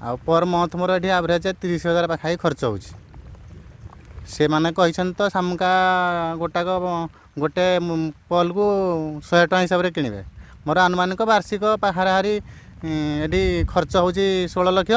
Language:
Odia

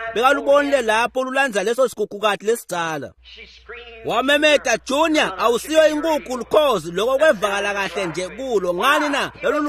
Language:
Swati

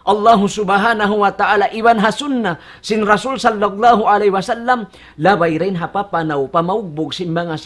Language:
Tausug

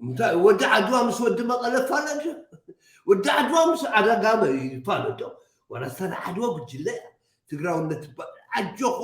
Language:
Tigrinya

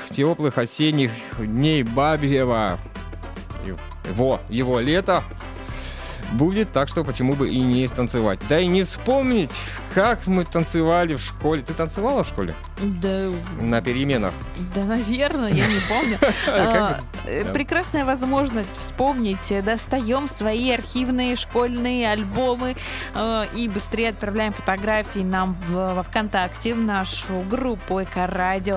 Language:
Russian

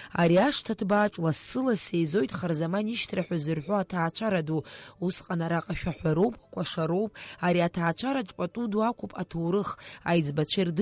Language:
Abkhazian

